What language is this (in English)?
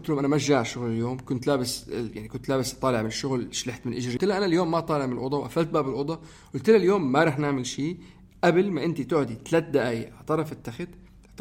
North Levantine Arabic